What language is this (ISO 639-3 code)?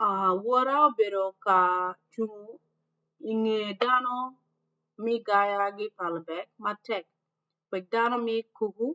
ach